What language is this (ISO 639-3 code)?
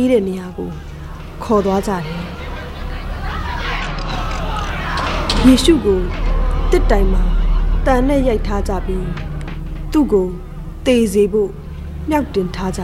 mya